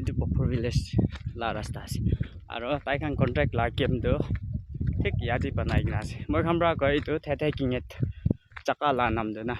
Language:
Naga Pidgin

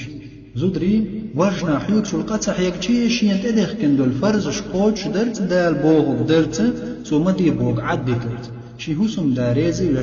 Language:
Chechen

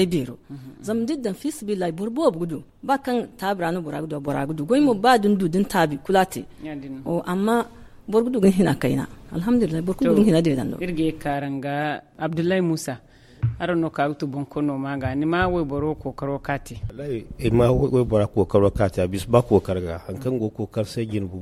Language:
Zarma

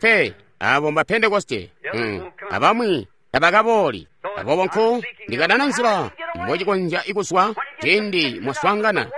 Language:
Tonga (Zambia)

